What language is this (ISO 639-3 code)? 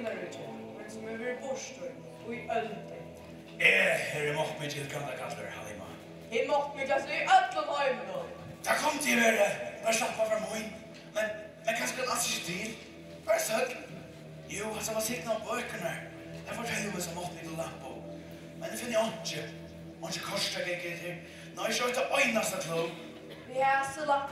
fao